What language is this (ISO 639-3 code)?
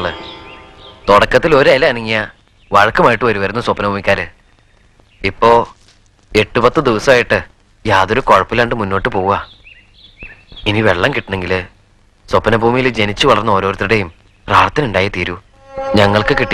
mal